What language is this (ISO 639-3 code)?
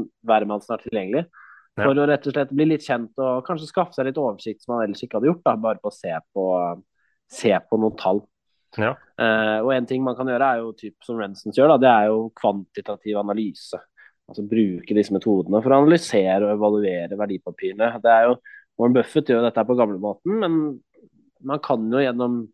nor